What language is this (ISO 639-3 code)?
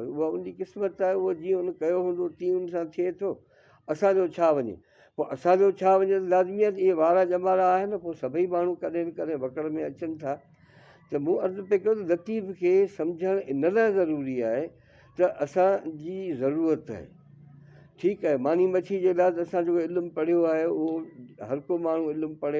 snd